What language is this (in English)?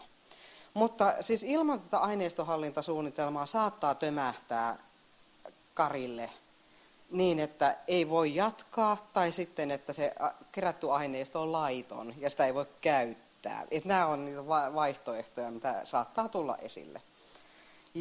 Finnish